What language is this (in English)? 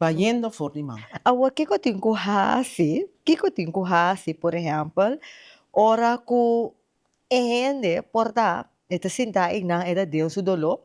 Papiamento